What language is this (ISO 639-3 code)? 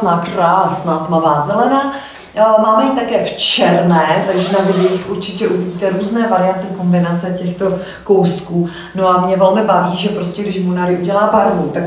ces